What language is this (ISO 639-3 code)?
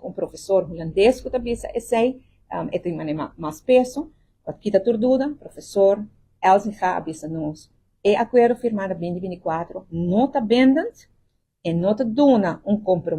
pap